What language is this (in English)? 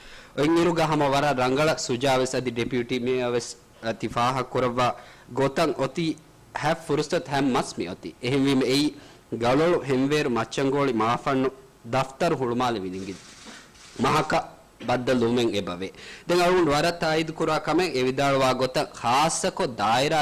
Divehi